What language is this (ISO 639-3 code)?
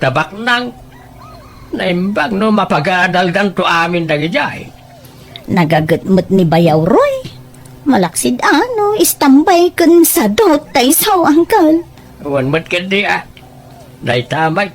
ilo